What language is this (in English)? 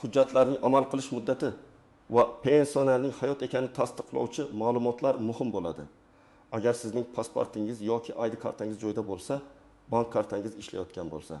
Uzbek